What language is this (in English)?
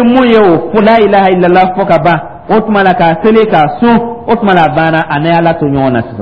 Dyula